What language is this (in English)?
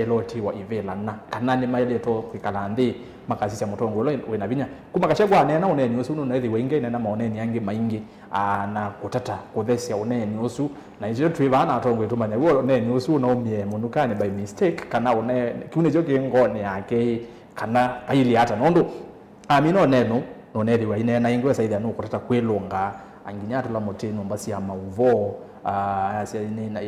Kamba